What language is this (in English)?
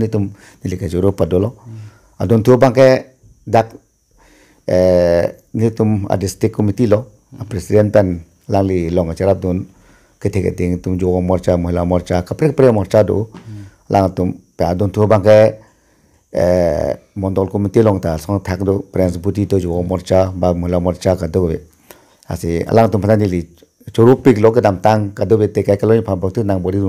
Karbi